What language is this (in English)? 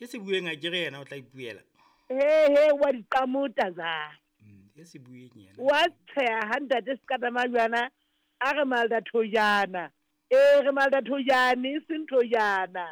Southern Sotho